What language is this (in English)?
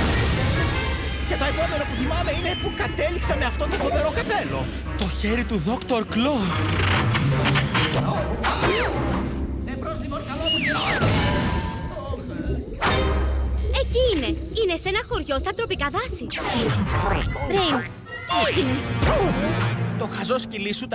Greek